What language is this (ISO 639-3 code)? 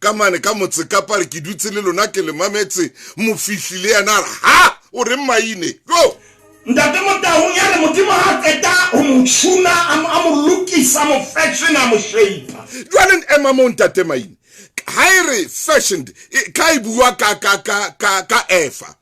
sot